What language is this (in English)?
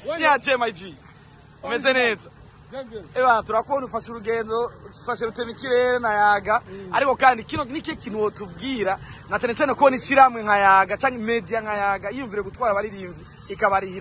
Rundi